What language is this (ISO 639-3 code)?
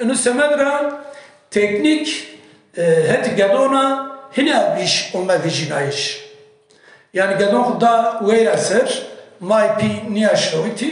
kur